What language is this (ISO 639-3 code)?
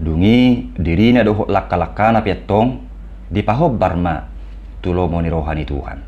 bbc